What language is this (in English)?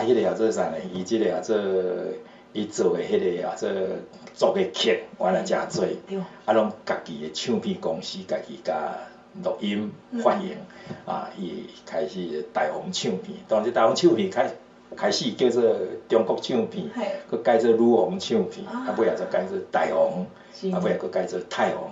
Min Nan Chinese